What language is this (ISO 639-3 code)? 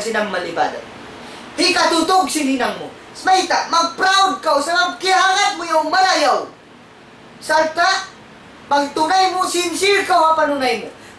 tsg